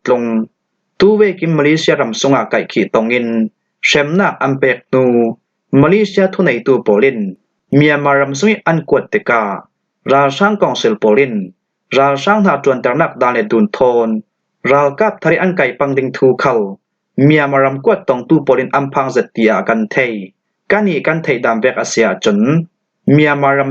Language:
Falam Chin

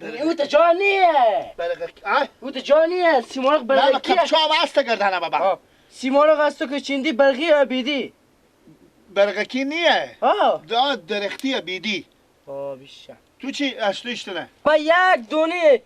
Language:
Persian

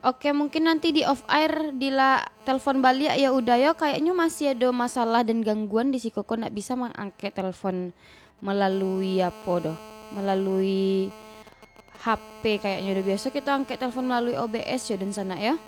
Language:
Minangkabau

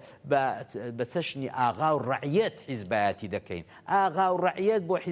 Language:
Central Kurdish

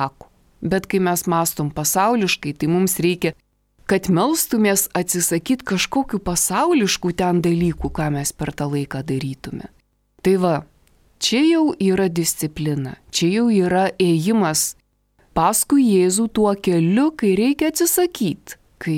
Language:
Lithuanian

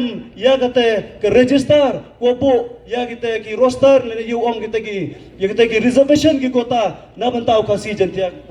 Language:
Pnar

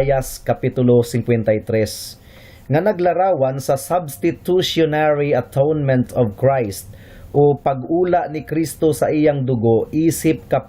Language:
Cebuano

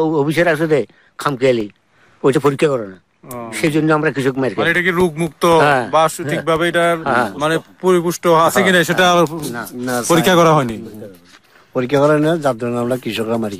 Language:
Bangla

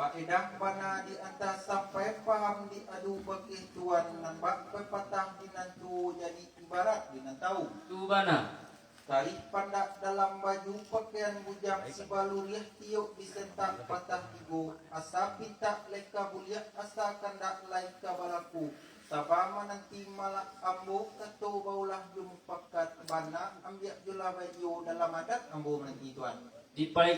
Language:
Minangkabau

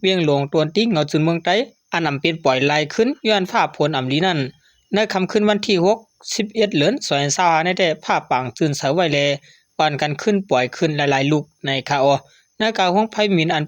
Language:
Shan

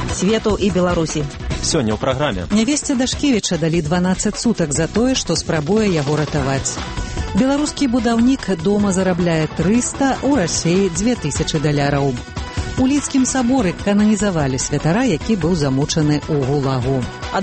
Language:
Belarusian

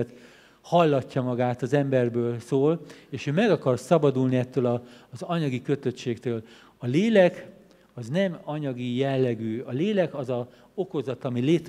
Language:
Hungarian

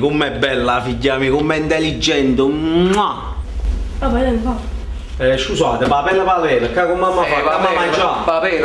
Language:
Neapolitan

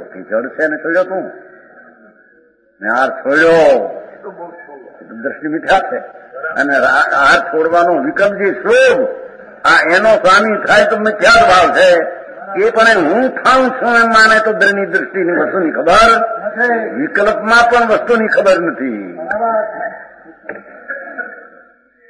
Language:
Gujarati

